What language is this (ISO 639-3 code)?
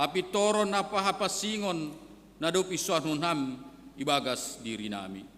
bts